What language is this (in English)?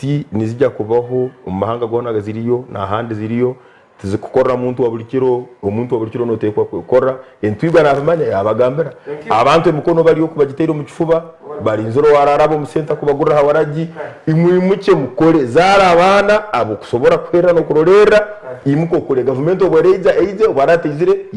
Nyankole